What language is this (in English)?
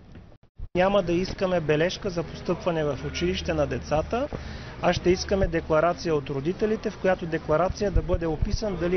Bulgarian